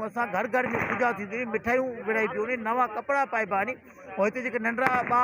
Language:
Sindhi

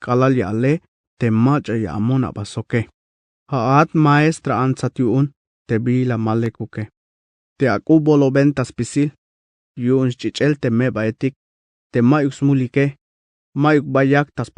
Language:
Tzeltal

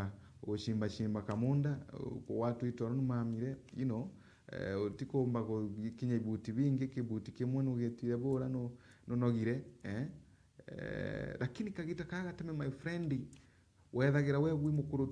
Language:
Meru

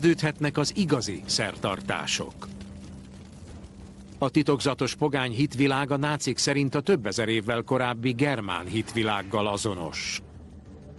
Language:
Hungarian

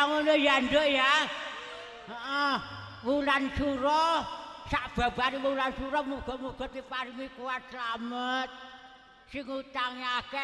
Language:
Javanese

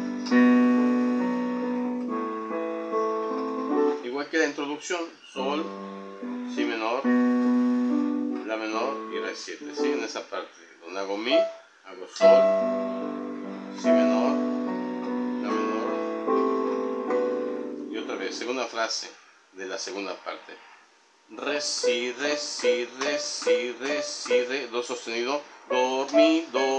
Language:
Spanish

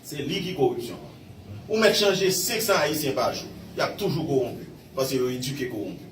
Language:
Haitian Creole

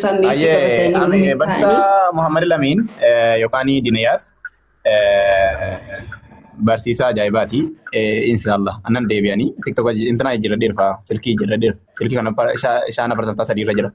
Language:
Oromo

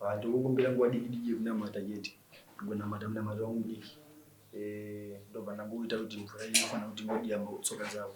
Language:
Shona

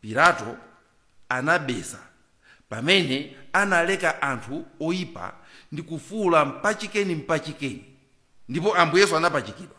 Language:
Nyanja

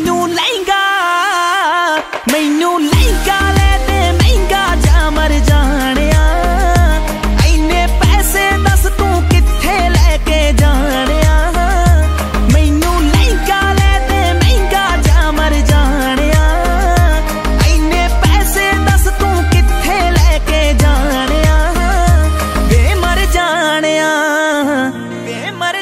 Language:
Punjabi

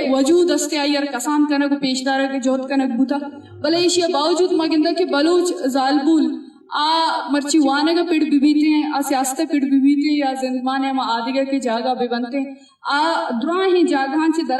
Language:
Eastern Balochi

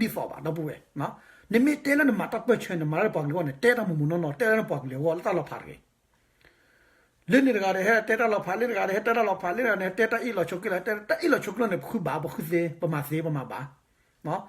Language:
S'gaw Karen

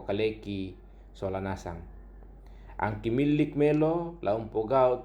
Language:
Toraja-Sa'dan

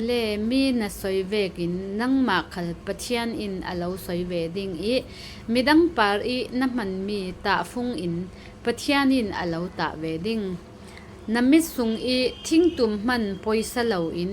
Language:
Falam Chin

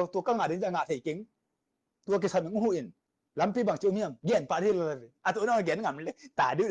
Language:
Tedim Chin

